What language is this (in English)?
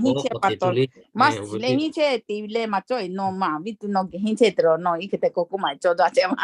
Lahu